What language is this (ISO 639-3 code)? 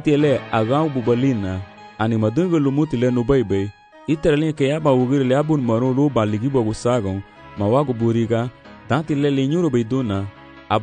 cab